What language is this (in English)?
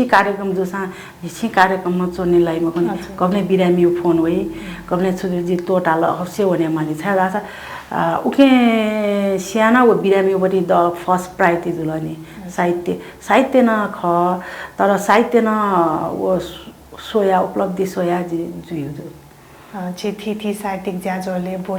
Newari